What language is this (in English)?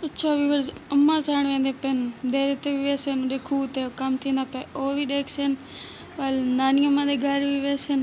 Saraiki